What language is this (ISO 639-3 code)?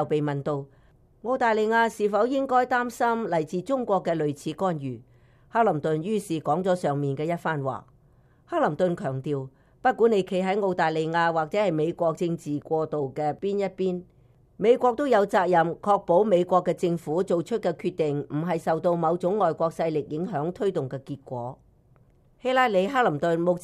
yue